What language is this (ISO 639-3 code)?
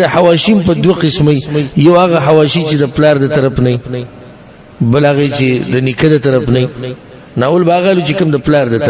pus